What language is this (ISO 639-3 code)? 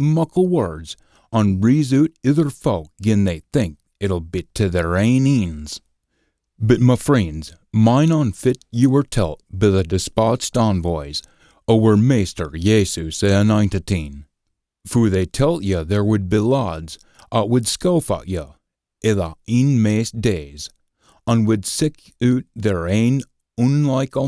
sco